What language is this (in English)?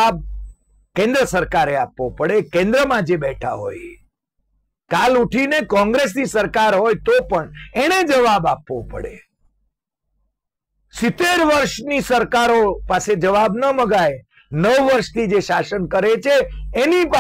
Gujarati